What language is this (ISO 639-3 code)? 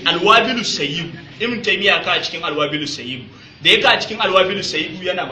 hau